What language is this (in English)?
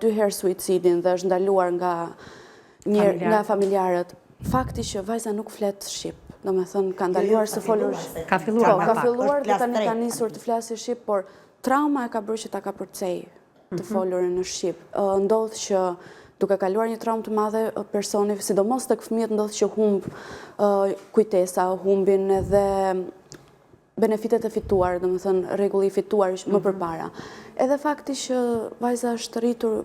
Albanian